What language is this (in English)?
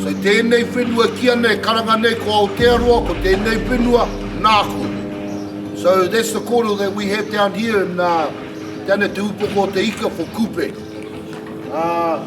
Māori